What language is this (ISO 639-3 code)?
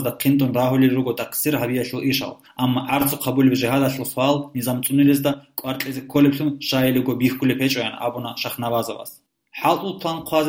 ava